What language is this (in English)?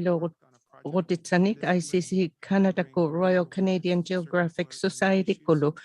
Inuktitut